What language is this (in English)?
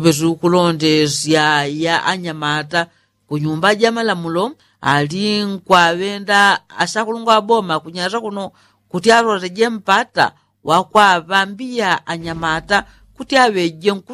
Yao